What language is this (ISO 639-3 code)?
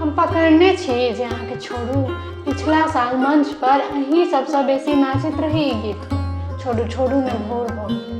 mai